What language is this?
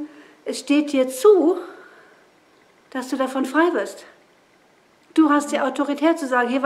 German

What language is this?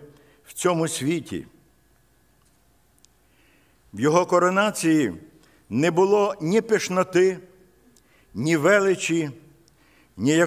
Ukrainian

